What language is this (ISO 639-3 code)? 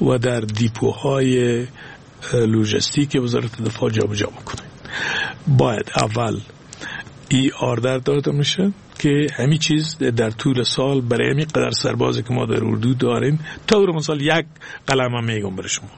fas